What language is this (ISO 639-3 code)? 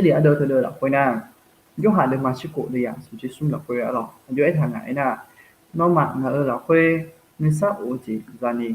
ahk